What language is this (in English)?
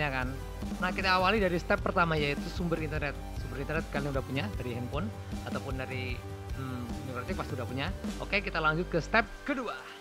Indonesian